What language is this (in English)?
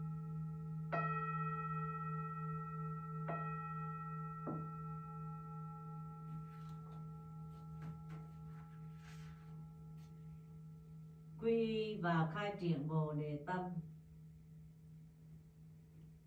Vietnamese